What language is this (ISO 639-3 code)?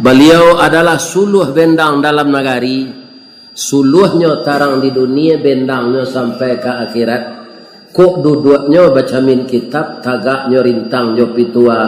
min